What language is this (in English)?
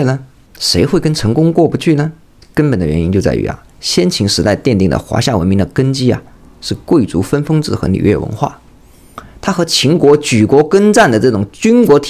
Chinese